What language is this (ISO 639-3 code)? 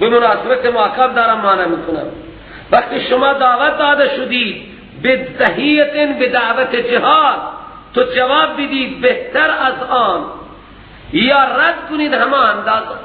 fas